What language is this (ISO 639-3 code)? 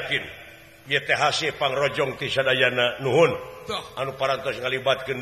sun